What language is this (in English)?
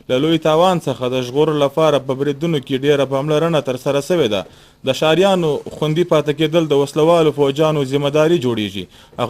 Pashto